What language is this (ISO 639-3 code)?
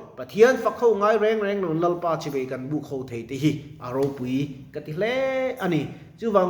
lus